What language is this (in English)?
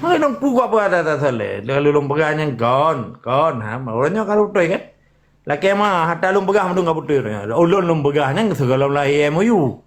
Achinese